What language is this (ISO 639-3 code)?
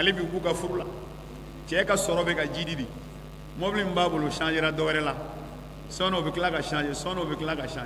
bam